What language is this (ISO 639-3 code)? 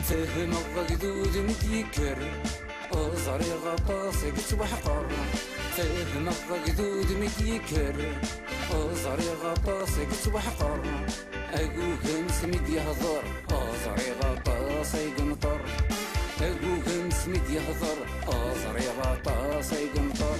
kab